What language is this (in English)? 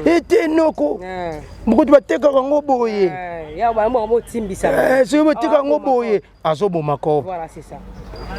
Lingala